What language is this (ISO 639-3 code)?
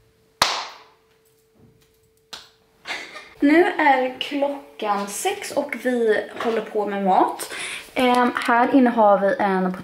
swe